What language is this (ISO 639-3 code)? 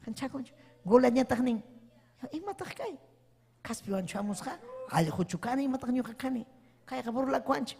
quy